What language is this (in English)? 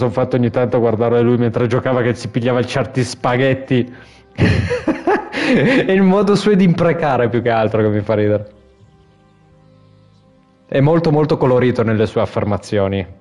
Italian